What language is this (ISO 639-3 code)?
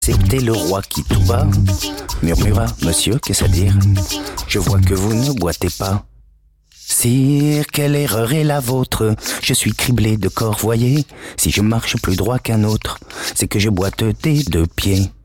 fra